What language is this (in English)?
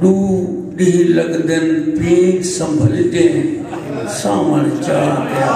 Saraiki